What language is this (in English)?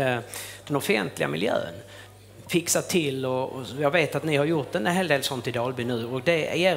Swedish